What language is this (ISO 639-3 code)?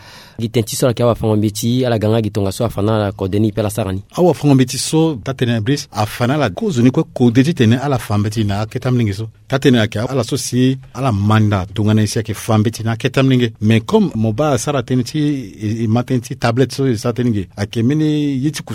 sag